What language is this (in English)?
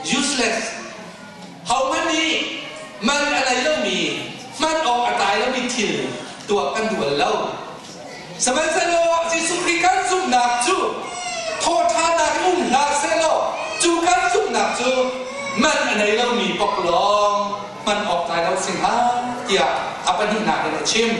Hakha Chin